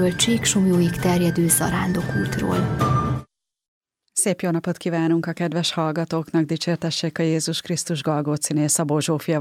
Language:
Hungarian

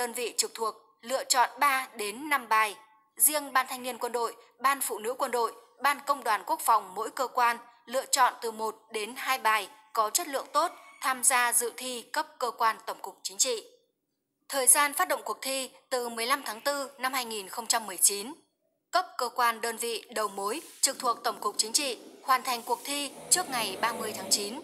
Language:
Vietnamese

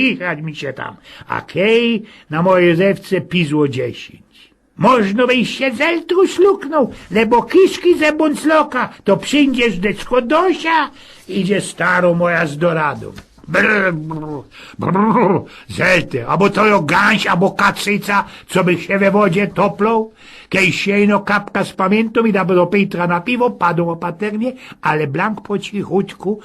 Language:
Silesian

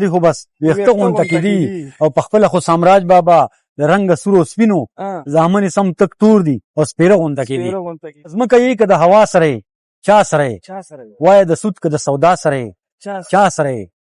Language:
Pashto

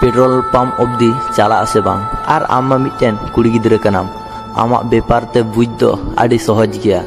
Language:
Santali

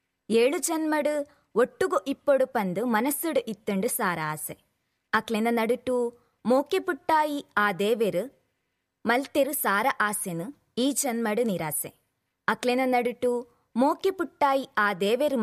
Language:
Tulu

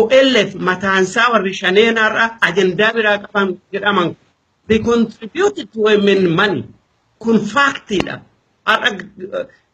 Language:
Oromo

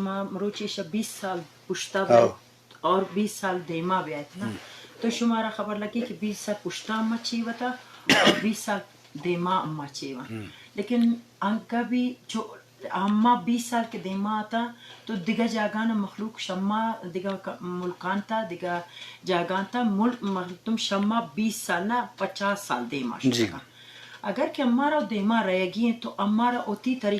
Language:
Eastern Balochi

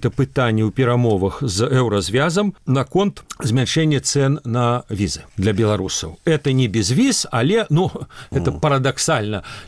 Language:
Belarusian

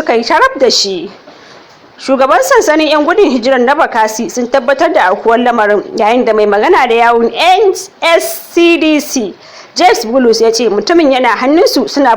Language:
Hausa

